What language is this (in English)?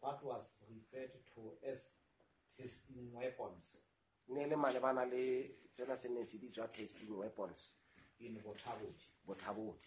Southern Sotho